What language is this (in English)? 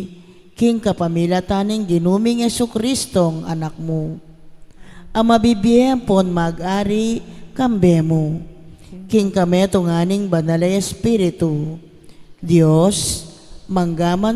Pampanga